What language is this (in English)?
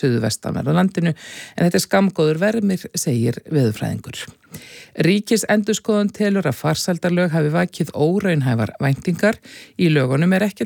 Icelandic